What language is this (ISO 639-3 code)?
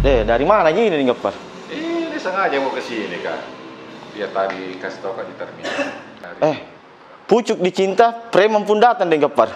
mfp